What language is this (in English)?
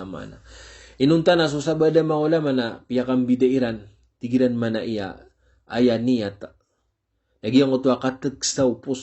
Maranao